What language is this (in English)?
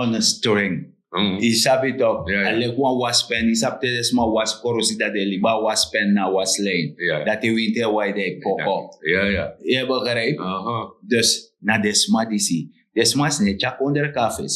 Sranan Tongo